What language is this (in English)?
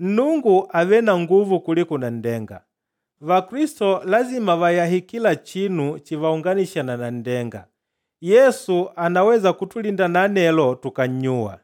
Makonde